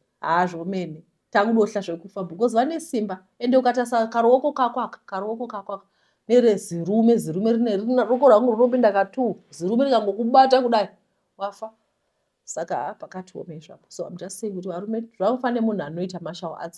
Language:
Shona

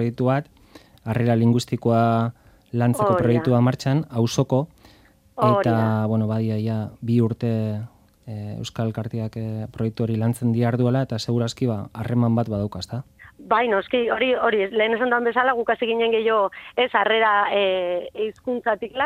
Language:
Basque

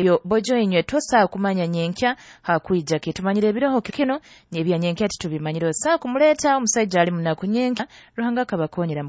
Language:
Nyoro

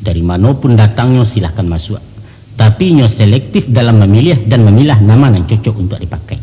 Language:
Minangkabau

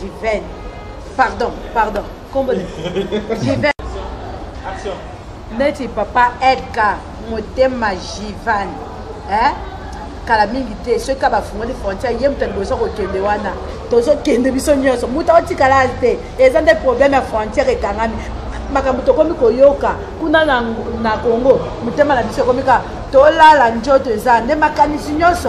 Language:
Lingala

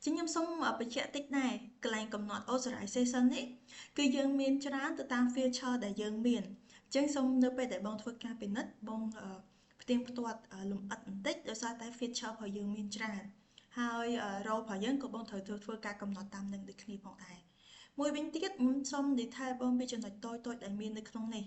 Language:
Khmer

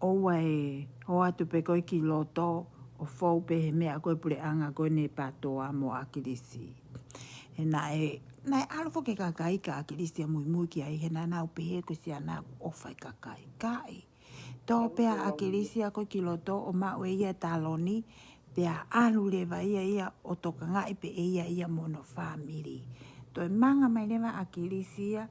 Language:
Tongan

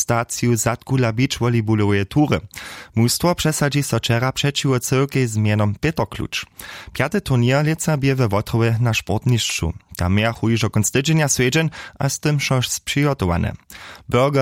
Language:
Upper Sorbian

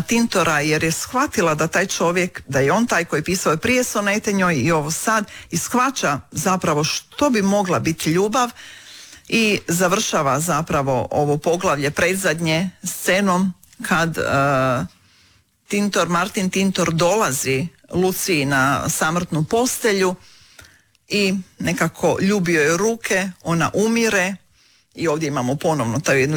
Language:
Croatian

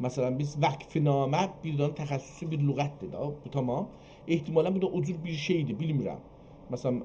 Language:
South Azerbaijani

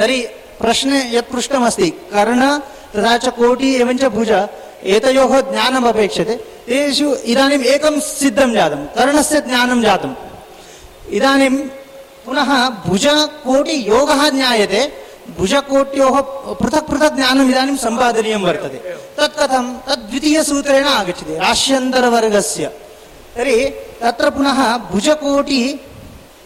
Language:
Sanskrit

